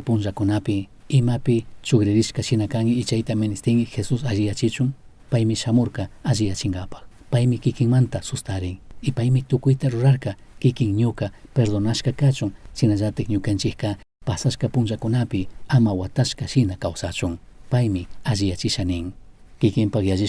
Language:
Chimborazo Highland Quichua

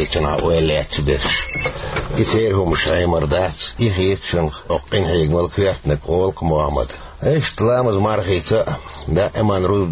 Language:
Chechen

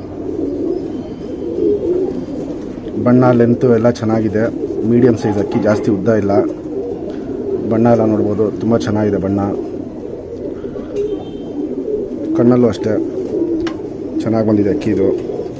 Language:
Kannada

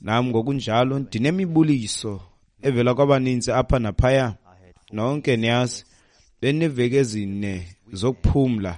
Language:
Xhosa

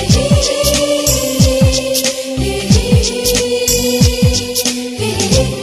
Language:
Telugu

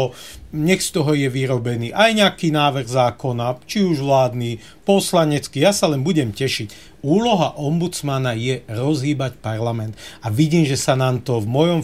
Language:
Slovak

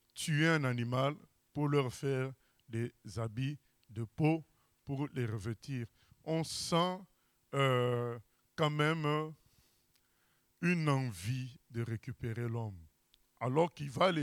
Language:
French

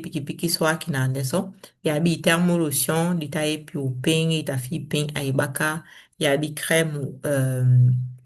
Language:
Saramaccan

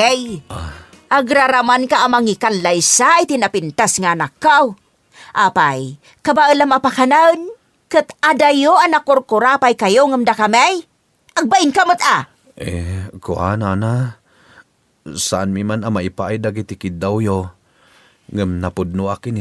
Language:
Iloko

